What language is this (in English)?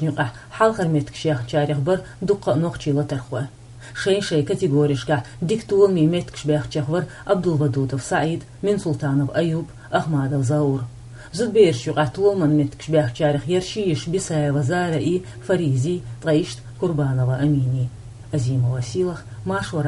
Chechen